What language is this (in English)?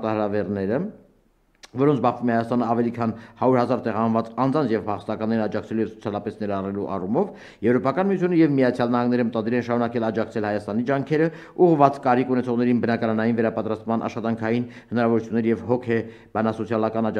Armenian